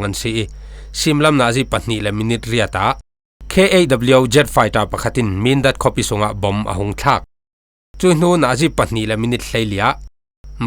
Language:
Falam Chin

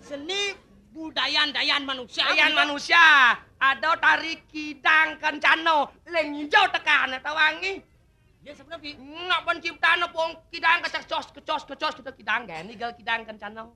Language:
Balinese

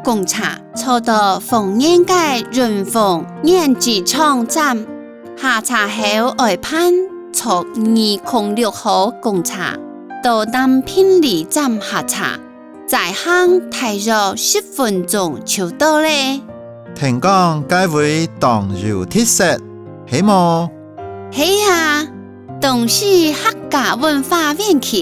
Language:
Hakka Chinese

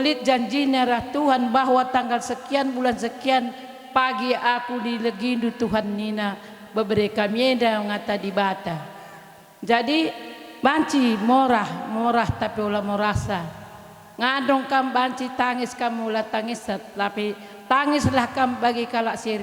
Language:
Batak Karo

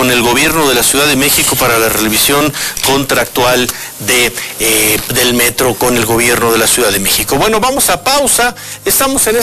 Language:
Spanish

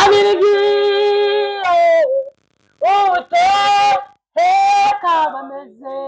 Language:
Kinyarwanda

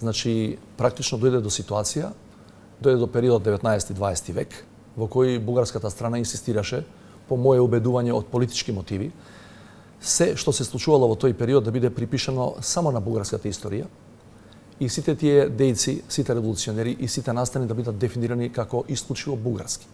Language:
Macedonian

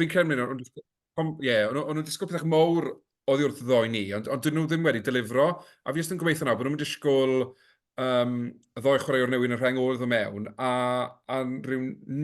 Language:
Welsh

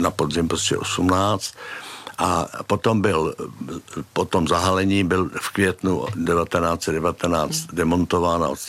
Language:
Czech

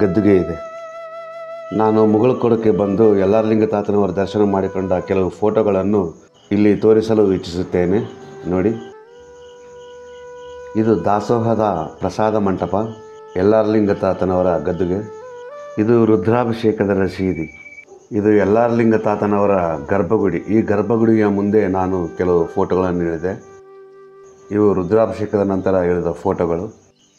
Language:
Kannada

